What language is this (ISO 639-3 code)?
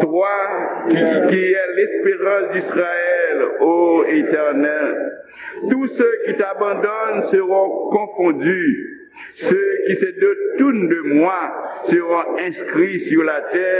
hat